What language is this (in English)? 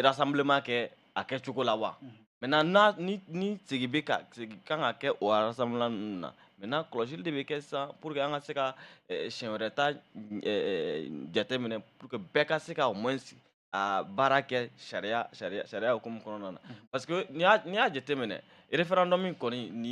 Bambara